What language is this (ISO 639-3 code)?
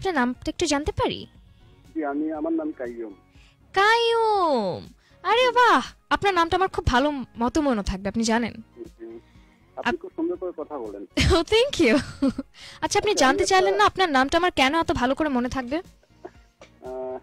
ben